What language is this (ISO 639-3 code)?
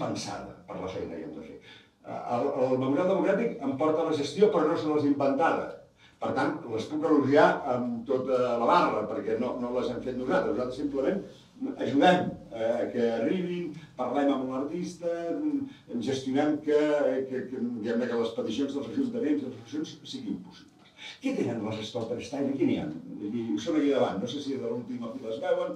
cat